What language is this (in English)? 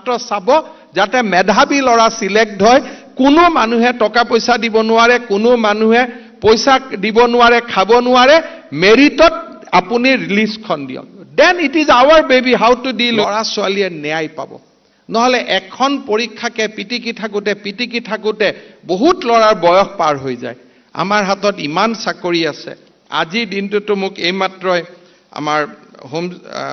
Assamese